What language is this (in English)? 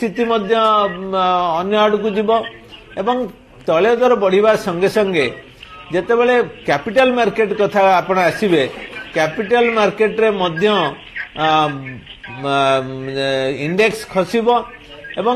Odia